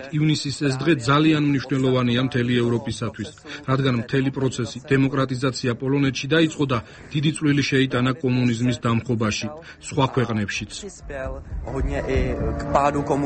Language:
Georgian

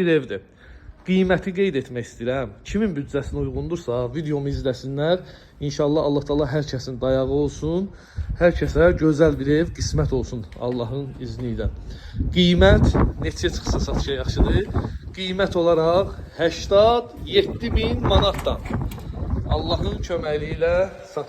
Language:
Azerbaijani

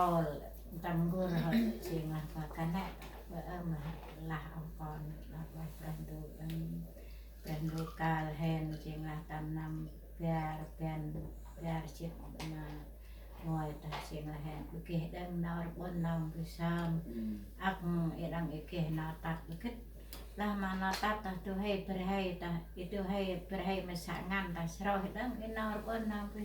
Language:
Central Mnong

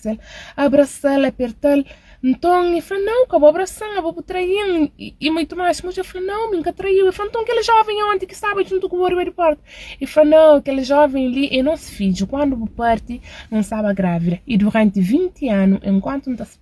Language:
Kabuverdianu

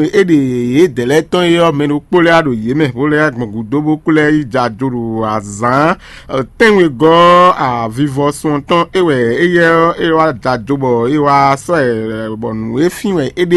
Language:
Fon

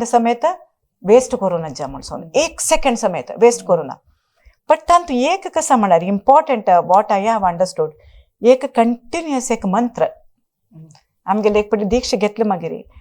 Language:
Konkani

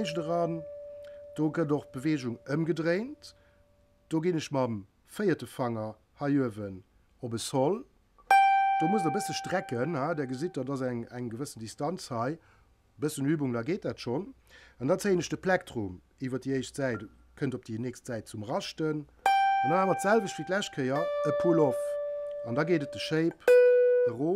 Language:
Luxembourgish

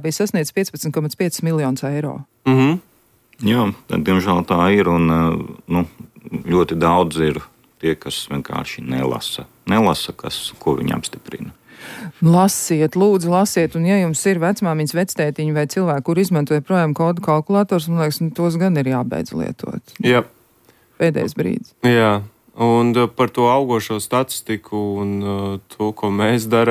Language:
Latvian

